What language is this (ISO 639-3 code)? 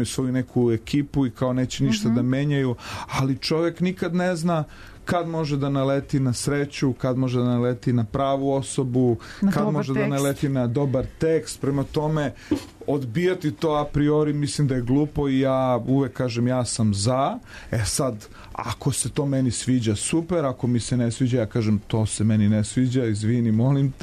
srp